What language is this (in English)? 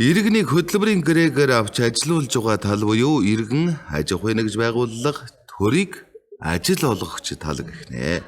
Mongolian